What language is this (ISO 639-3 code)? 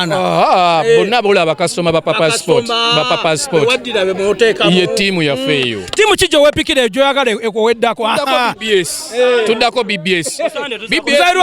lug